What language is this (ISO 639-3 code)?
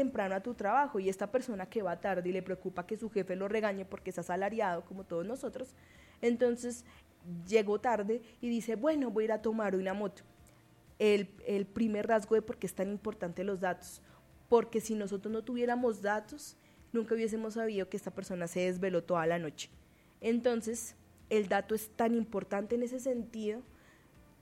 spa